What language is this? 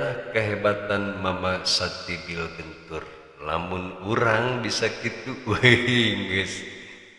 Sundanese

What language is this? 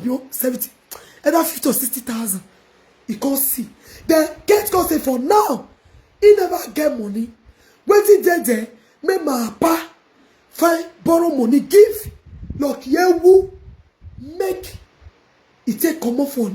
Nigerian Pidgin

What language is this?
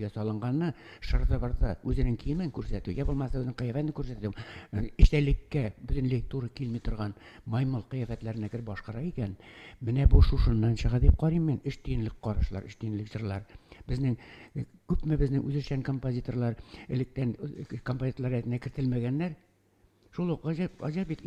Tatar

